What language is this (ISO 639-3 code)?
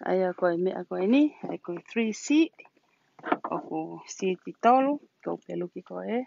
ton